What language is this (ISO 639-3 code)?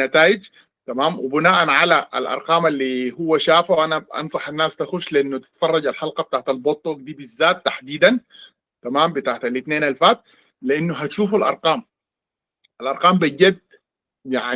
apd